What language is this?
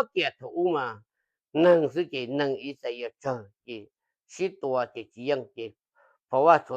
Hmong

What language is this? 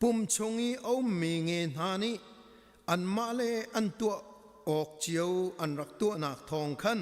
Hakha Chin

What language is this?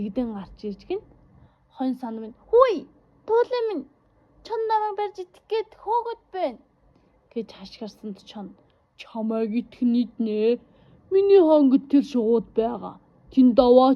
Mongolian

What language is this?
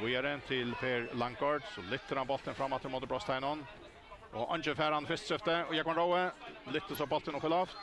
Faroese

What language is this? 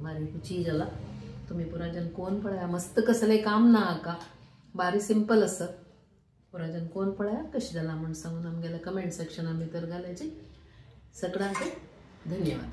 Konkani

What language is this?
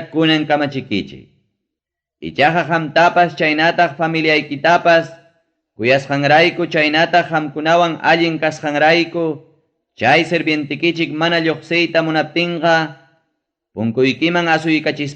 Ayacucho Quechua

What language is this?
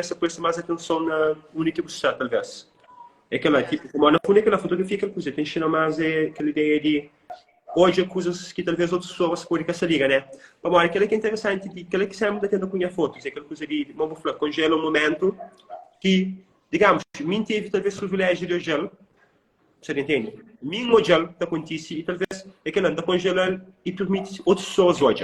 Kabuverdianu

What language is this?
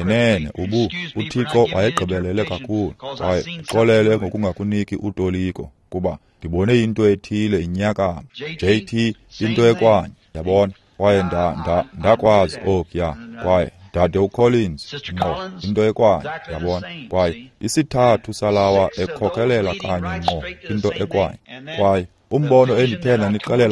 Xhosa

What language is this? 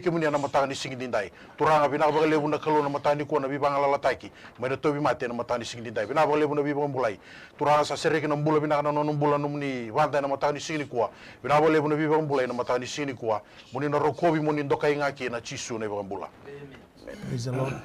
Fijian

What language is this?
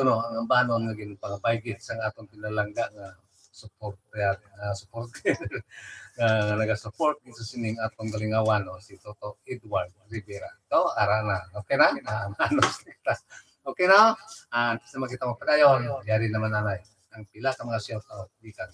Hiligaynon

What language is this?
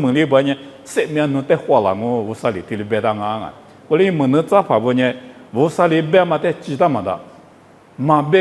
Lisu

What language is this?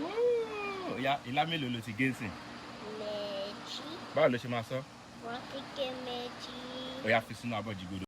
Yoruba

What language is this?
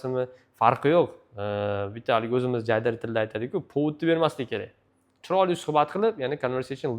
Uzbek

